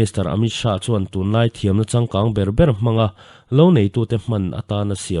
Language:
Mizo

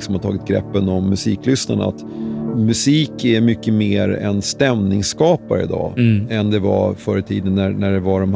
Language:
Swedish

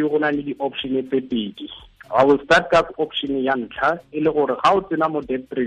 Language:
Tswana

